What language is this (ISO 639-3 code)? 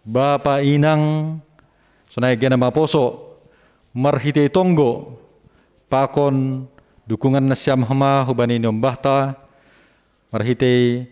bts